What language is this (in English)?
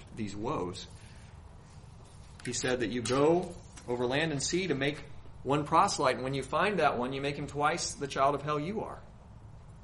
English